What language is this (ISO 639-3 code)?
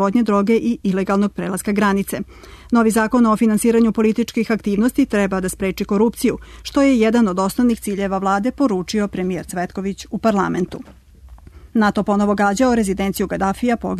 srp